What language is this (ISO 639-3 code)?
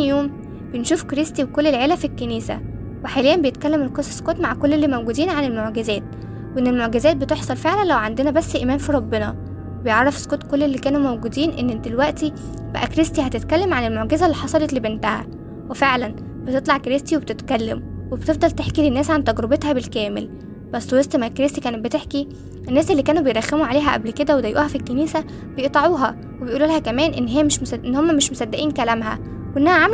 arz